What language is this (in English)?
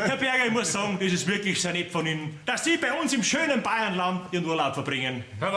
Bavarian